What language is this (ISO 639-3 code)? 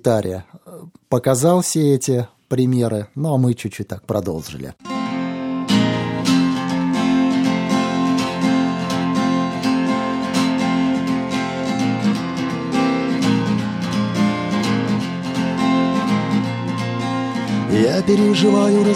rus